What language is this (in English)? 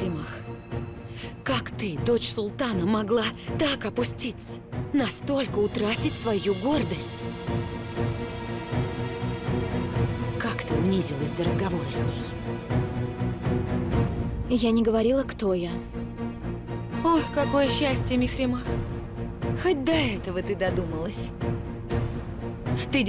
Russian